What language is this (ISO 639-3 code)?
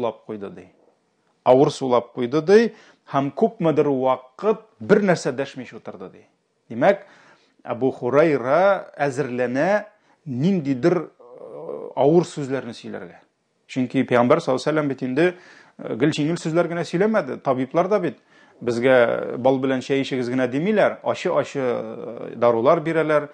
tat